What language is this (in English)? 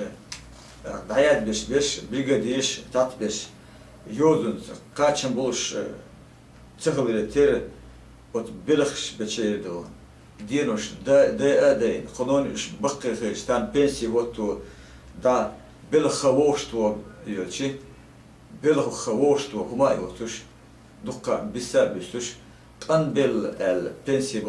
Chechen